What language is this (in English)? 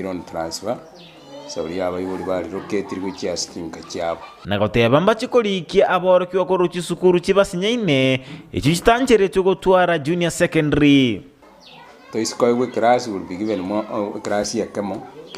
Gusii